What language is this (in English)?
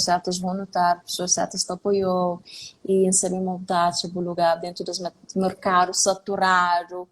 Kabuverdianu